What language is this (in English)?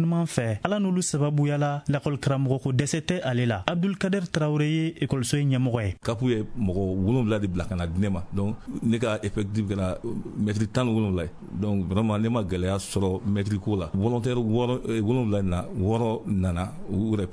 Bambara